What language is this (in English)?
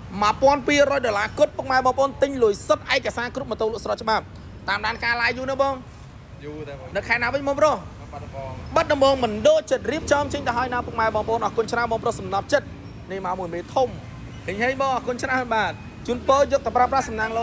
Khmer